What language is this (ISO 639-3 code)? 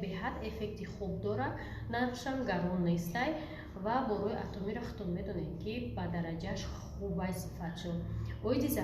tgk